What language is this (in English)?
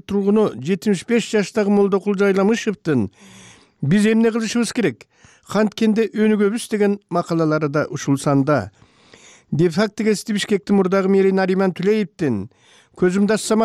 Kyrgyz